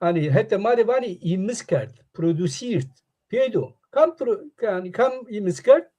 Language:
Zaza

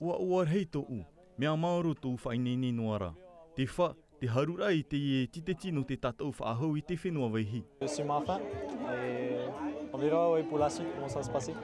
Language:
Tahitian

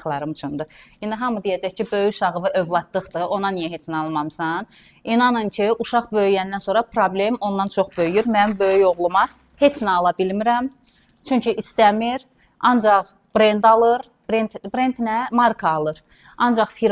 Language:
Azerbaijani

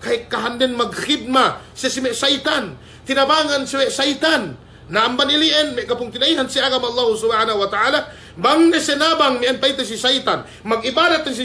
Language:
Yakan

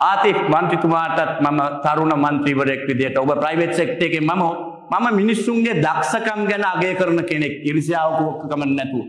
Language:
Sinhala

